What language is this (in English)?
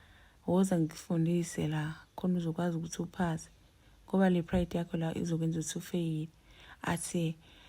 Zulu